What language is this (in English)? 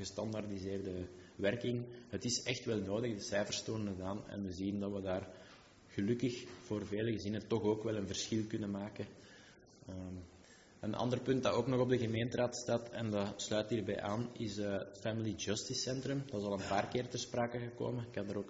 Dutch